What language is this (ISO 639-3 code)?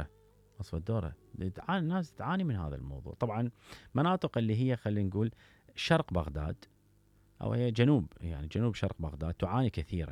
acm